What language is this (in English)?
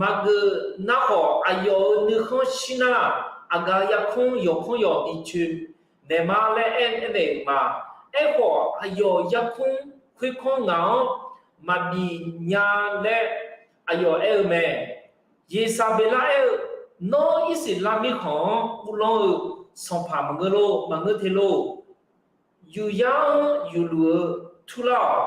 Akha